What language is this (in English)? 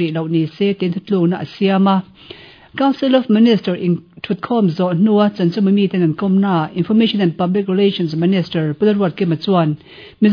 Mizo